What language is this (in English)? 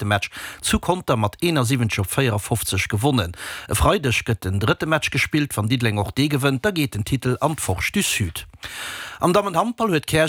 Luxembourgish